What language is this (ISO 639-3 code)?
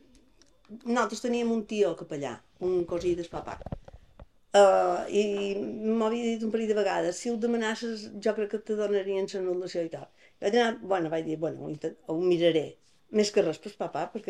cat